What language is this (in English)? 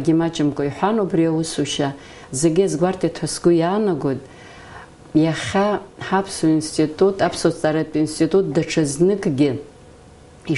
Abkhazian